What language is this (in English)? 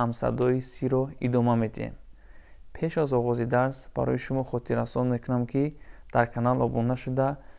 Tajik